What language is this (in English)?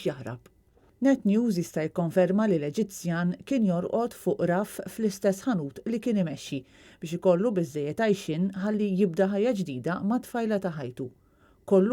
Maltese